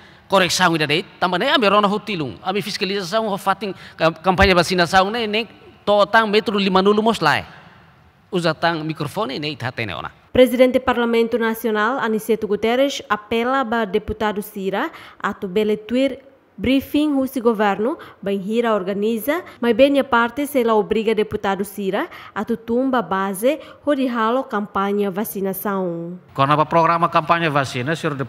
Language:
Tetum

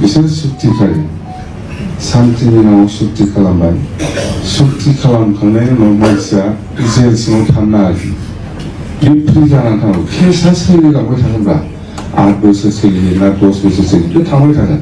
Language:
Bodo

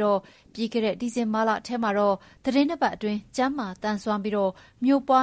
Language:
Burmese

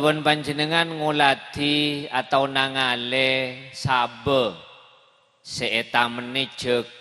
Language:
Madurese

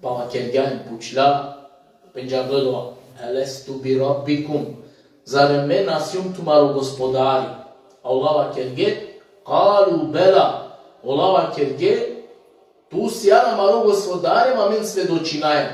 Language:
Balkan Romani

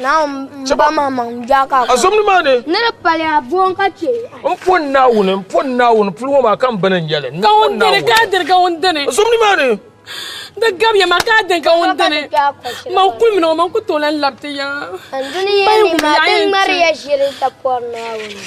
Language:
Dagbani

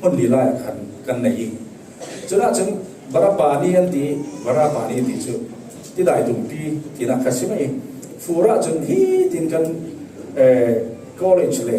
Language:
Falam Chin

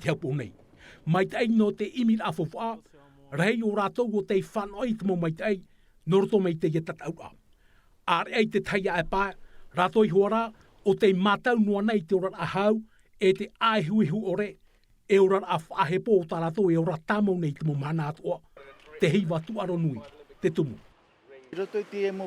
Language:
Tahitian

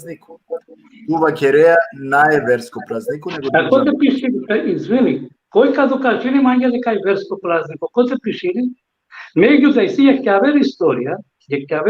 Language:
Balkan Romani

